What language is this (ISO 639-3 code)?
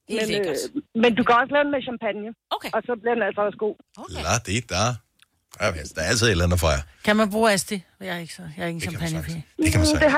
dan